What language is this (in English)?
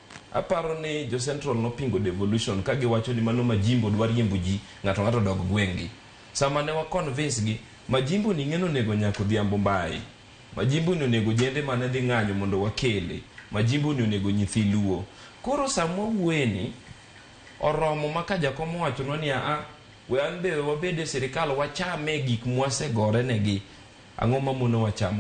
Luo (Kenya and Tanzania)